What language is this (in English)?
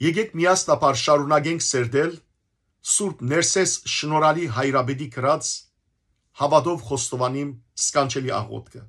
Western Armenian